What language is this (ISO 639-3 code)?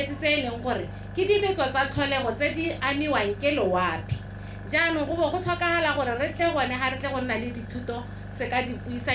tsn